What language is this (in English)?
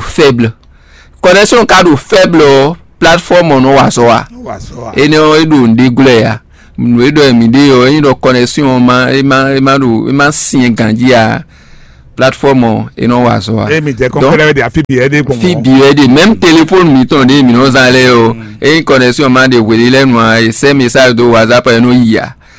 Fon